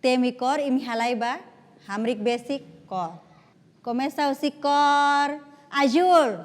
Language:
Tetum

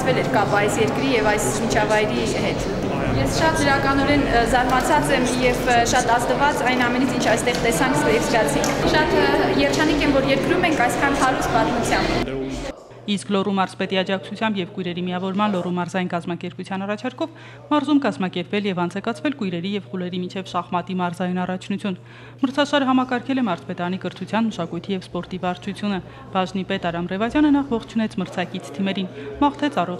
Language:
Armenian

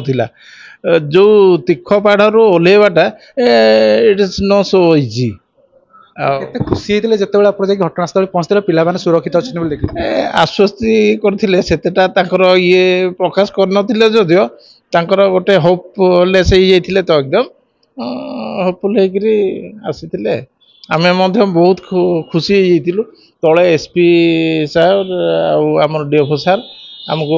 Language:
Odia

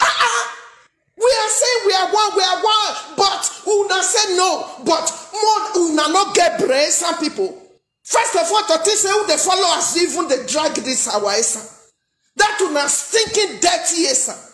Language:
Nigerian Pidgin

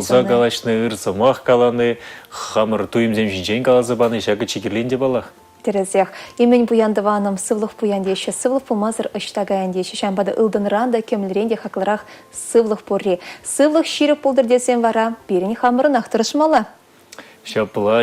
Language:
Chuvash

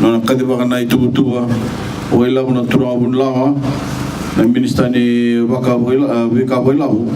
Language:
Fijian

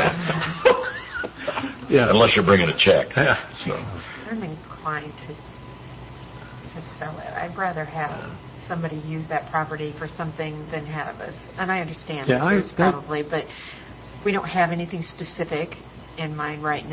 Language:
English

